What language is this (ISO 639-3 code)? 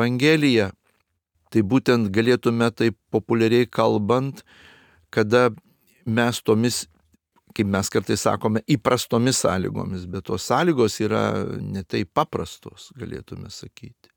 lit